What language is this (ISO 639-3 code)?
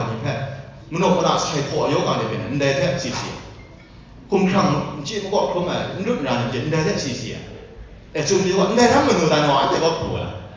kac